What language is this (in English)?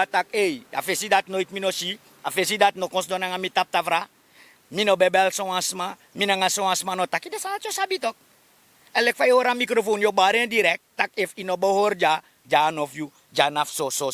Sranan Tongo